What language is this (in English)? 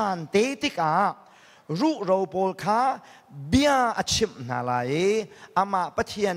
Hakha Chin